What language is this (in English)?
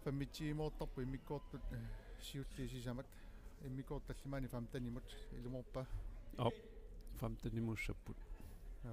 Kalaallisut